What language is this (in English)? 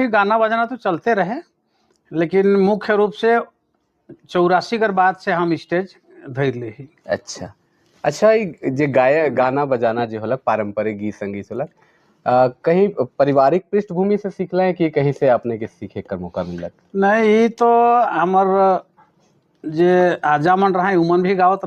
Sadri